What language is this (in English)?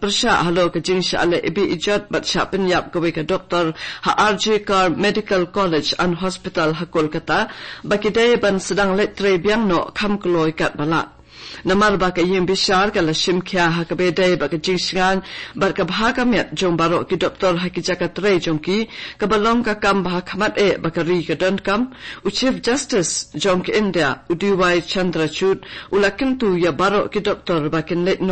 Khasi